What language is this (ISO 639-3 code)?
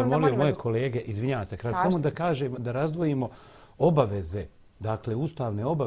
bos